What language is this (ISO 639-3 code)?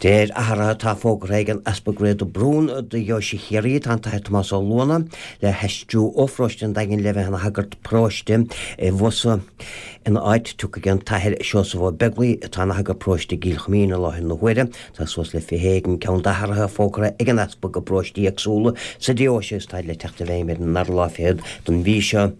gle